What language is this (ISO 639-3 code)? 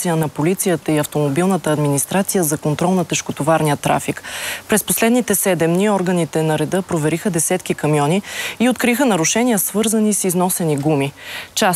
bul